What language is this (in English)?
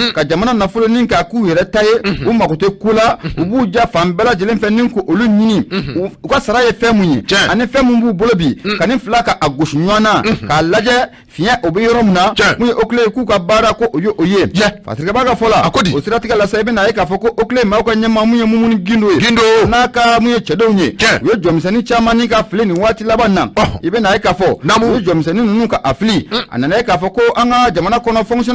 Bambara